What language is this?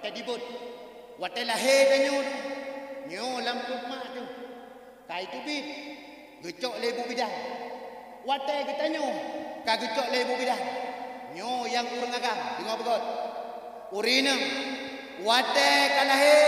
Achinese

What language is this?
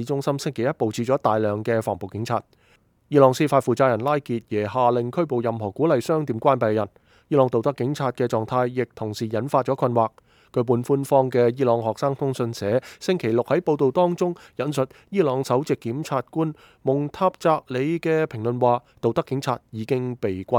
Cantonese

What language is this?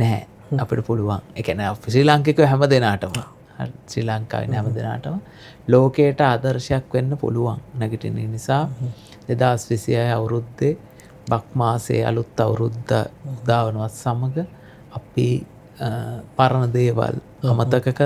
Sinhala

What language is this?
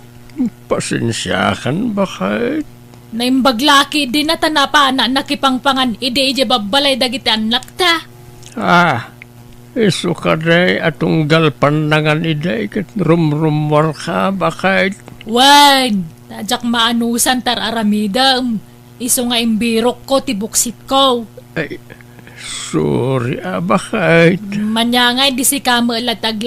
Iloko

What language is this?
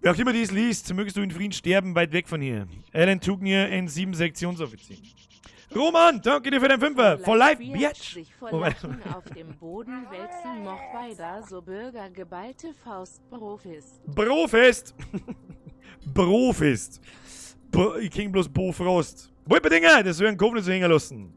Bavarian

